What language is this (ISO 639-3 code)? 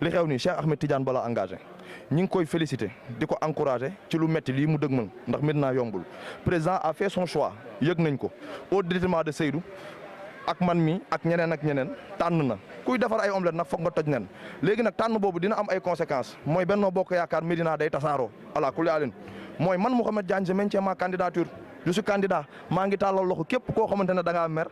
wol